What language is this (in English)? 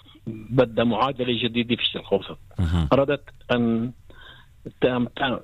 Arabic